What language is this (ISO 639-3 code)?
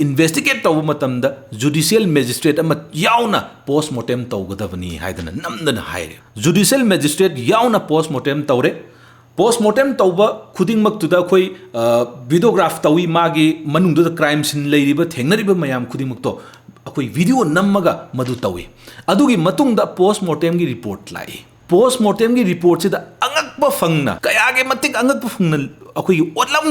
mni